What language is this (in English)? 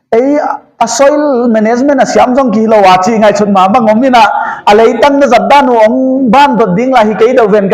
Paite Chin